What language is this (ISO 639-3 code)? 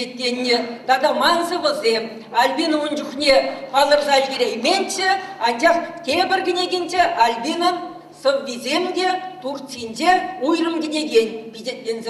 chv